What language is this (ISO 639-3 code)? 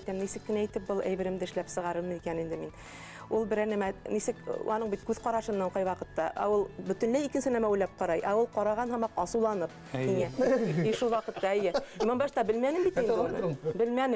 bak